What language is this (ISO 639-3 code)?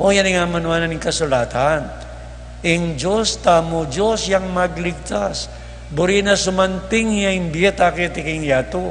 pam